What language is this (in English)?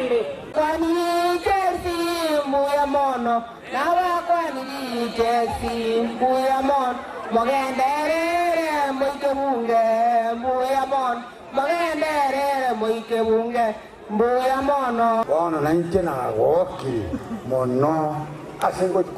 Gusii